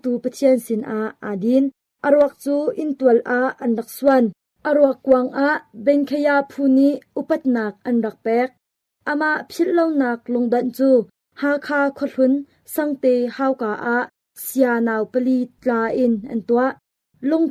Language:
Hakha Chin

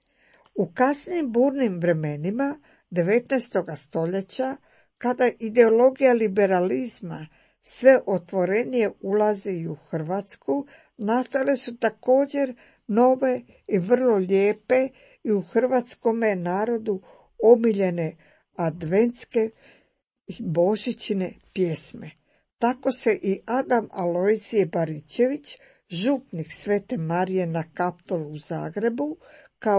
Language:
Croatian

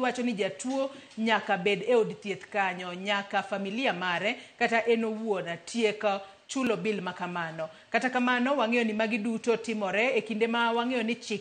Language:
Luo (Kenya and Tanzania)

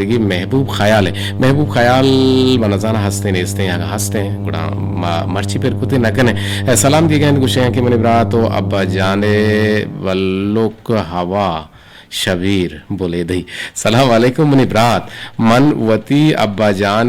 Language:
Eastern Balochi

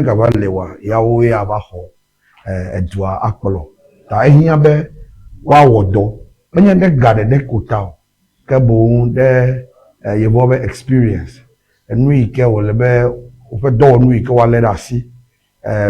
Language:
Ewe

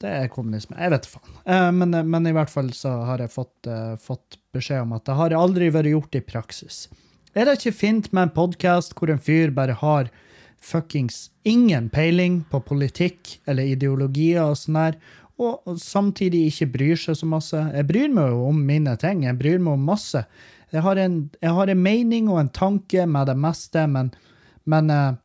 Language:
Norwegian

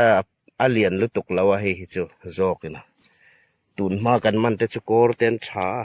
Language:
Hmar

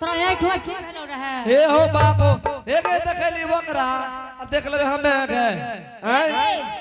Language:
Angika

